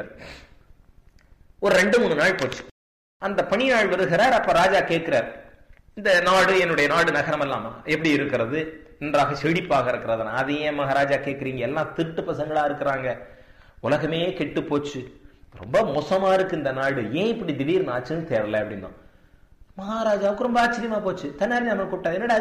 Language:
Tamil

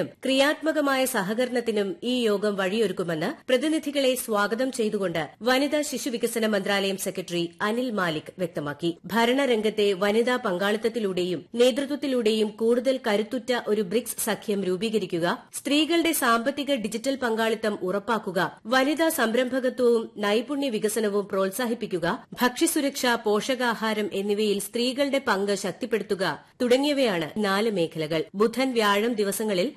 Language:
Malayalam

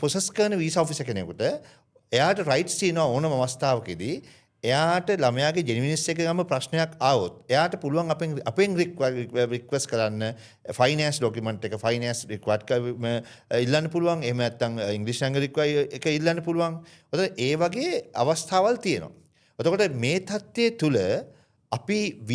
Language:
Sinhala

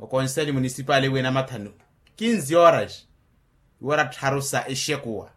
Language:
Makhuwa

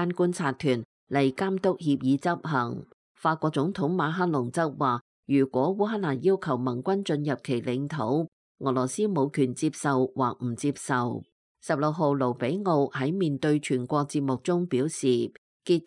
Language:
Cantonese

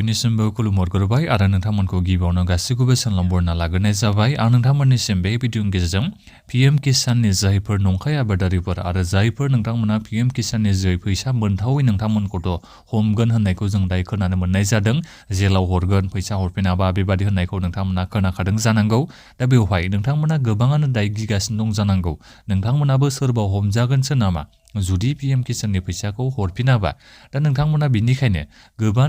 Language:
Bodo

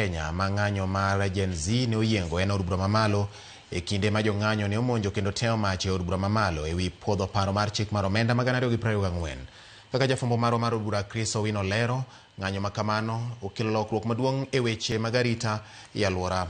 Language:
Luo (Kenya and Tanzania)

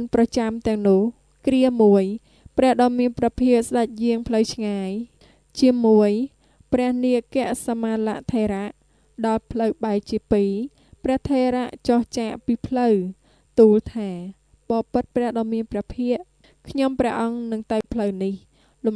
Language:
Khmer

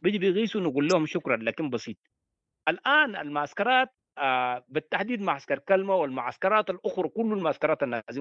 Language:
Sudanese Arabic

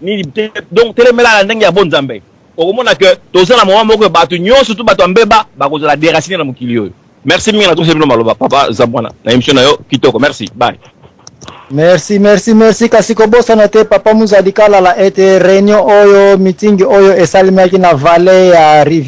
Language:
Lingala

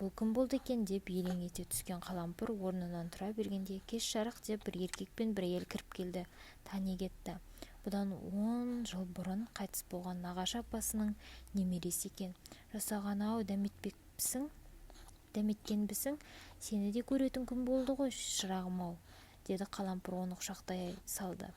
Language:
Kazakh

